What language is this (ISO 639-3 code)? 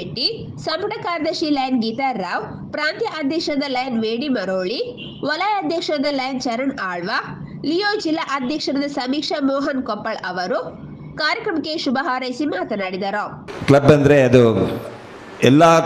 kan